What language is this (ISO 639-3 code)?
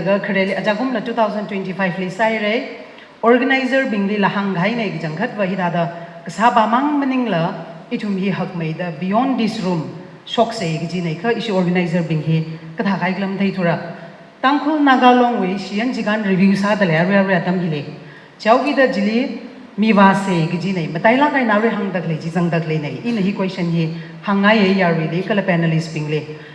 nmf